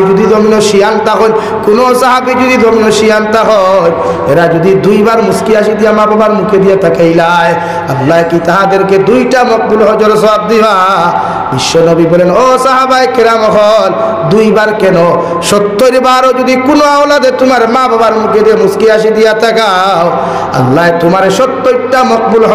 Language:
Sylheti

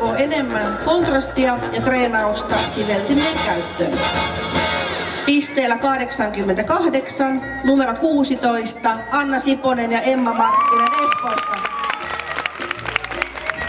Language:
Finnish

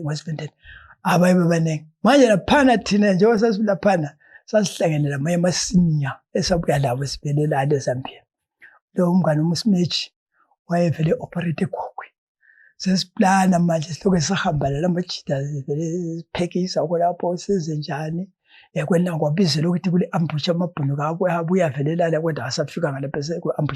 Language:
North Ndebele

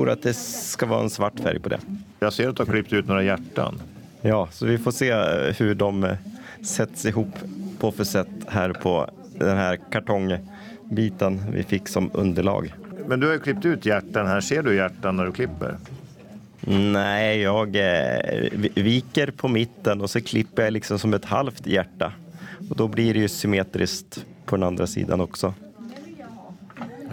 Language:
Swedish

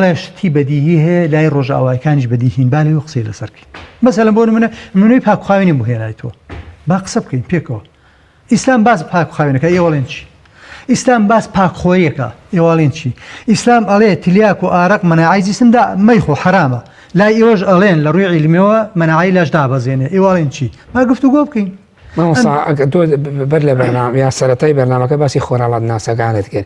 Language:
Central Kurdish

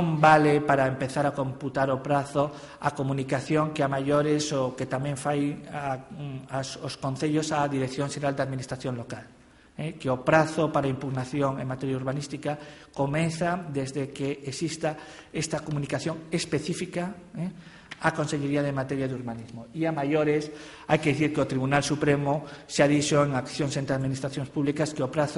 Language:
Galician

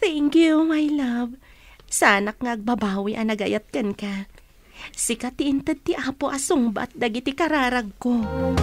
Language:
Iloko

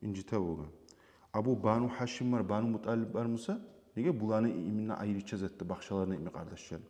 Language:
Kumyk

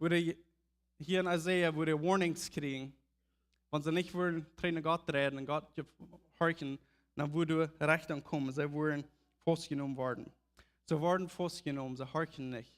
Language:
Plautdietsch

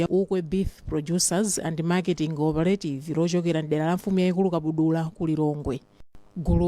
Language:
Nyanja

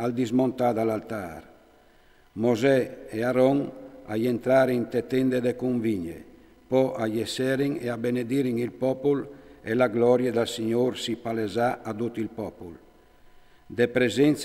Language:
Friulian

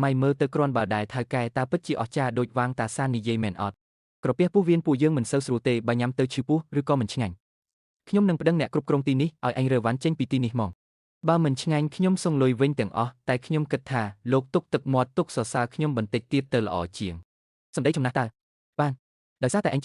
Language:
Khmer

